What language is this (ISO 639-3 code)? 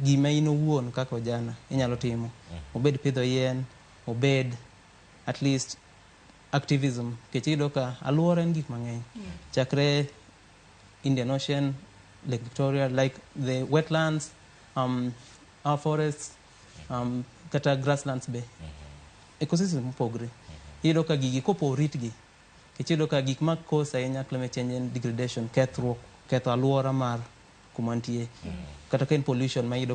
luo